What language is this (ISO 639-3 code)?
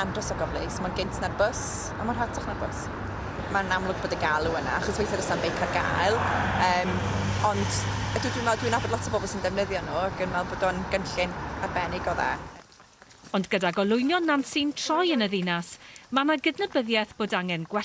cym